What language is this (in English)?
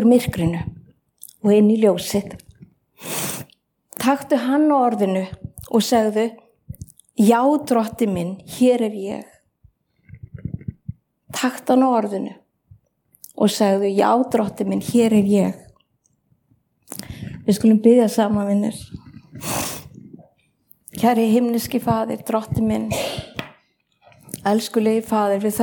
Icelandic